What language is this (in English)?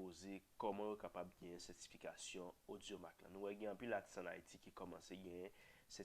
Haitian Creole